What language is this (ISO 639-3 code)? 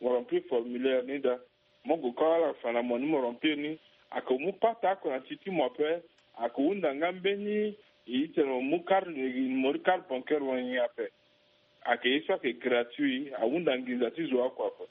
sag